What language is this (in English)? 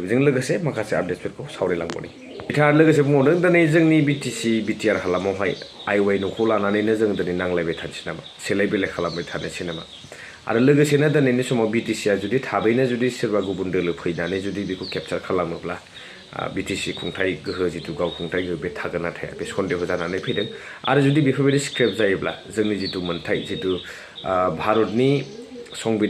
Bodo